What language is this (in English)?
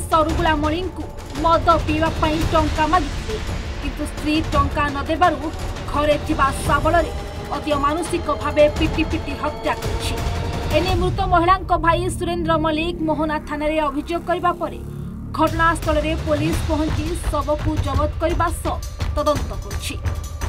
Odia